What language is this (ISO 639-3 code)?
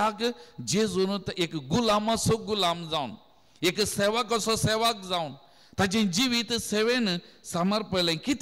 kok